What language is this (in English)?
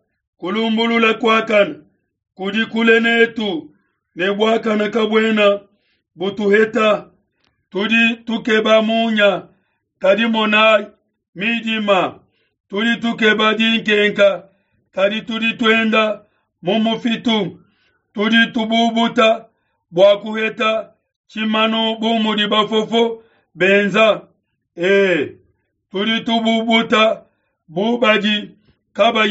Luba-Lulua